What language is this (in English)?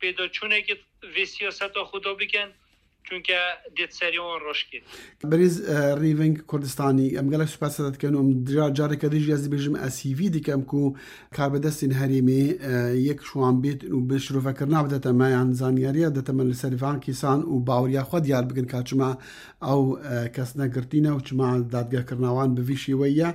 Kurdish